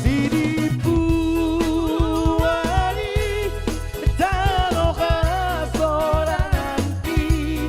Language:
Batak Toba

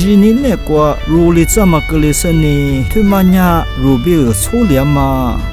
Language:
Lisu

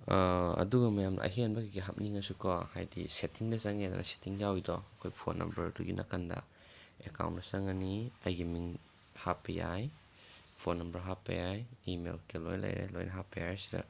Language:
Manipuri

